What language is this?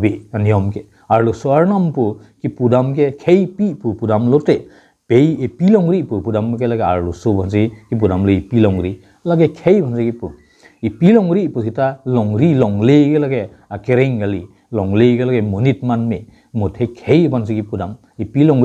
Karbi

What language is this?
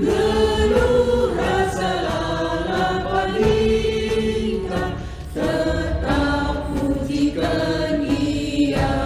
Batak Karo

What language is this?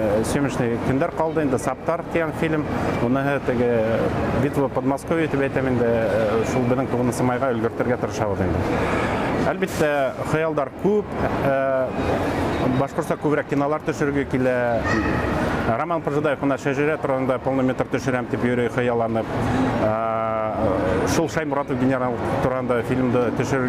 Bashkir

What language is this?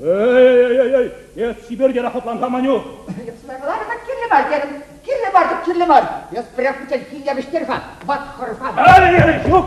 Chuvash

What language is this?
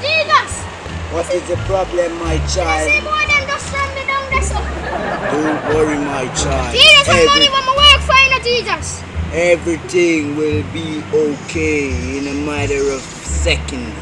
Jamaican Creole English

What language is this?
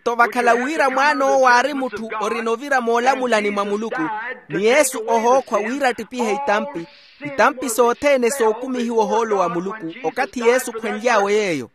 Makhuwa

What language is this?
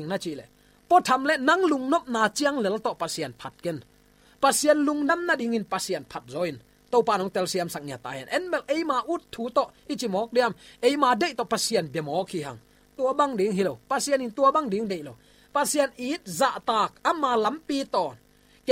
Tedim Chin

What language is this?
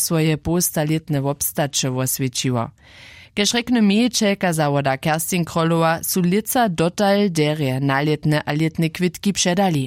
Upper Sorbian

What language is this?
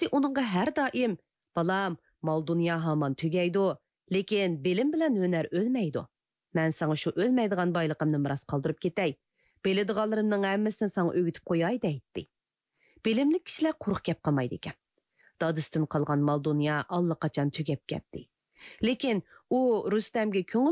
Uyghur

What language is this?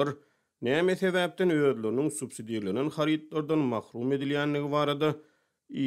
Turkmen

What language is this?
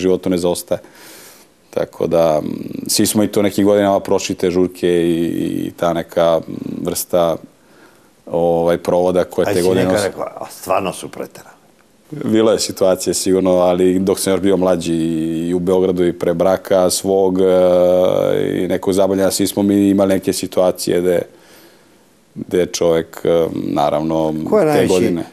Serbian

